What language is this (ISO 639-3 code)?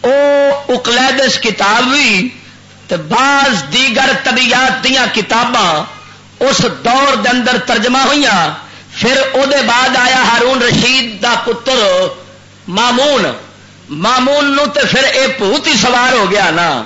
lah